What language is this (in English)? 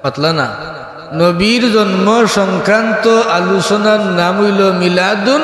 Sylheti